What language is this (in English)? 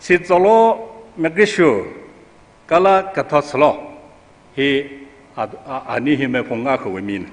Tangkhul Naga (India)